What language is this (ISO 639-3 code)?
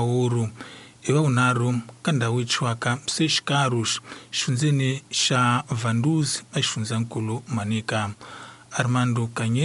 tso